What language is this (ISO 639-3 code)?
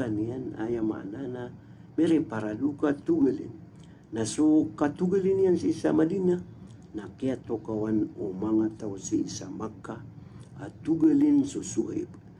mrw